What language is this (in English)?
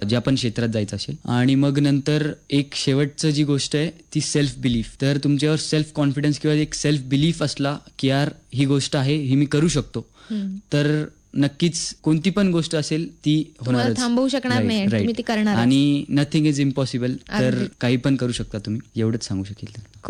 Marathi